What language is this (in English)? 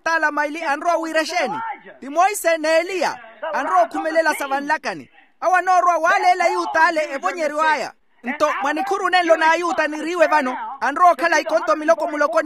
Makhuwa